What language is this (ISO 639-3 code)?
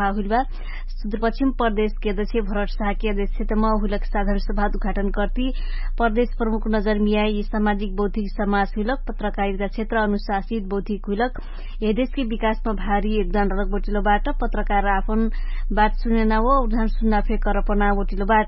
thl